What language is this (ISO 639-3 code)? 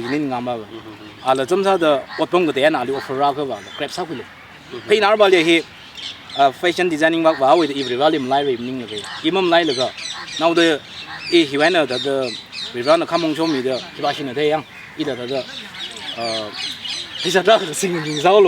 nmf